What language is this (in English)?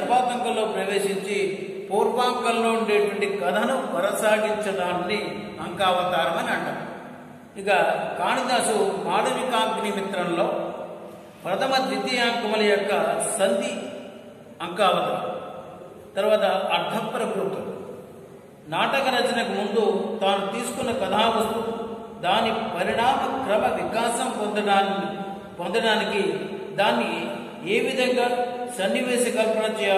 Telugu